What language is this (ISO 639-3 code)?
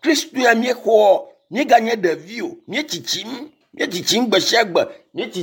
ewe